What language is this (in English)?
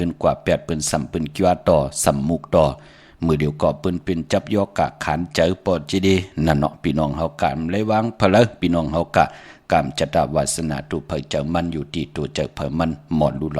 Shan